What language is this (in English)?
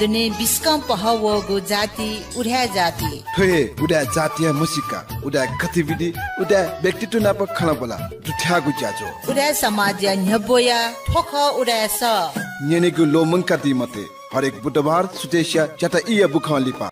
Newari